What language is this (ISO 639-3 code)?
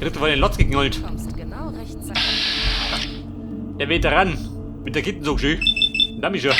bar